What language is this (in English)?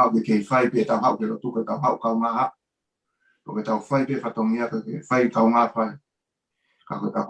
Tongan